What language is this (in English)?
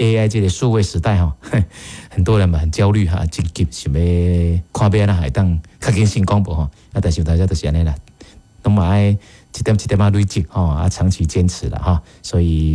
Min Nan Chinese